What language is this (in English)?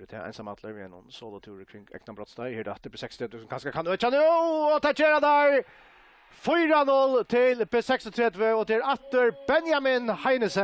Faroese